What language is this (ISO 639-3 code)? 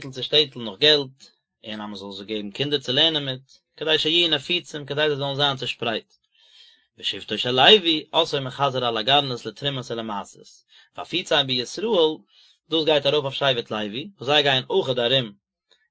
yid